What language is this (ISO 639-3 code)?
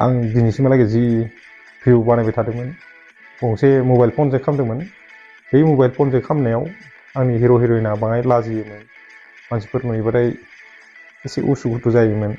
brx